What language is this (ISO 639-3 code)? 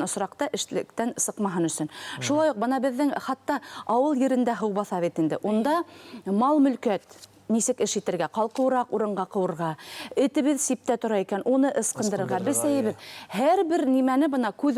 bak